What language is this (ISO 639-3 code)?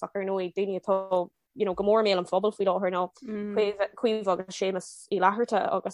gle